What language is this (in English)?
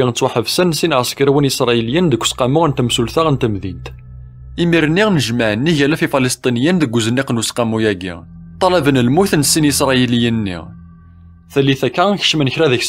Kabyle